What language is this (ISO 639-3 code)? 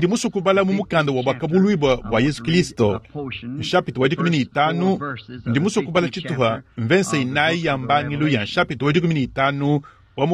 lua